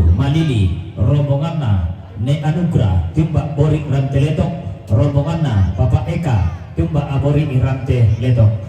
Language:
Toraja-Sa'dan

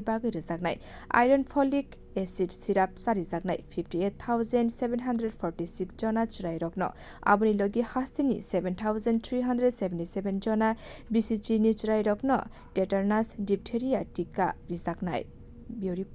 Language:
Kok Borok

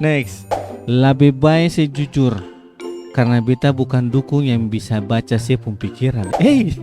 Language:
Ambonese Malay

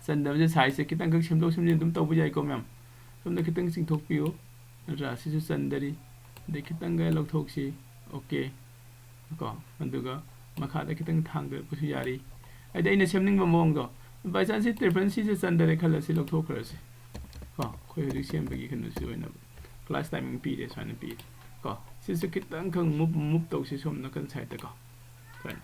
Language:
Manipuri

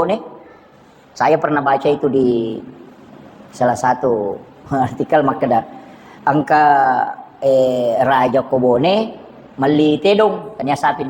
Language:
Buginese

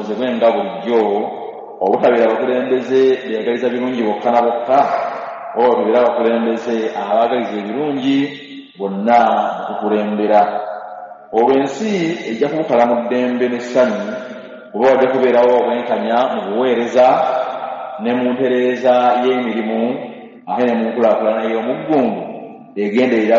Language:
Ganda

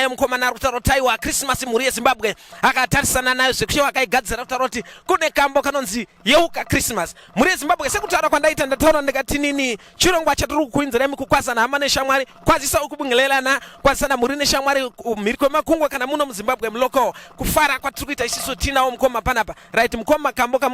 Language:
Shona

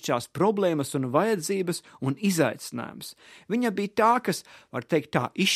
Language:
Latvian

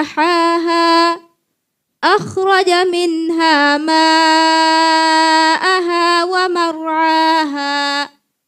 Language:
Divehi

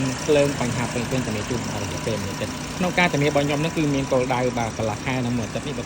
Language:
Khmer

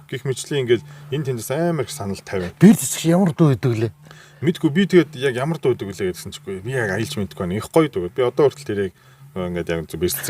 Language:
Mongolian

